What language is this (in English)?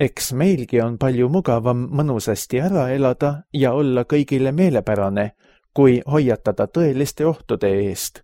Estonian